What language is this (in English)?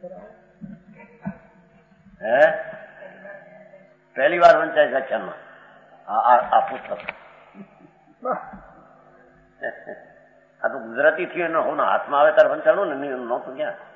Gujarati